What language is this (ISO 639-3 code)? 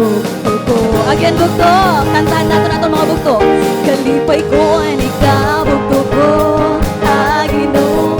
war